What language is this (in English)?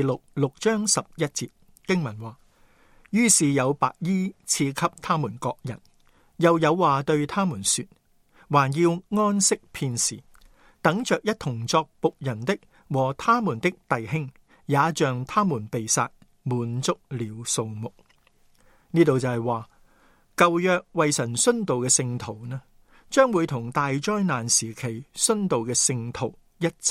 Cantonese